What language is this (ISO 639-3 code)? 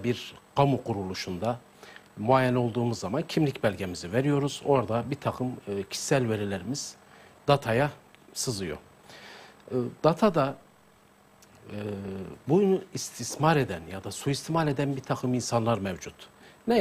tur